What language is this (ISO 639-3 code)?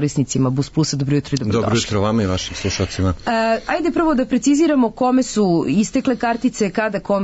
srp